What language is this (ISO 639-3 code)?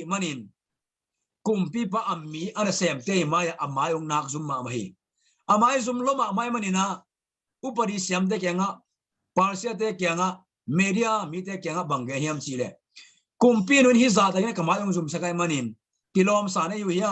ctd